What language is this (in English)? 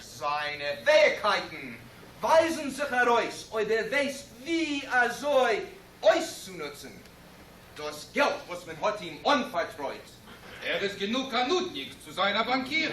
Yiddish